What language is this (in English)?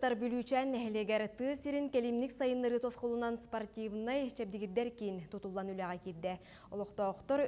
Yakut